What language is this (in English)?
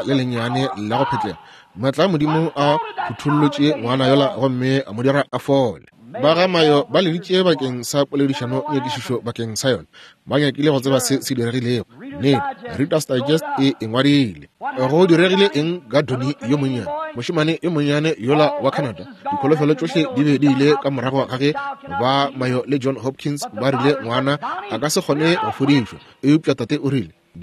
Northern Sotho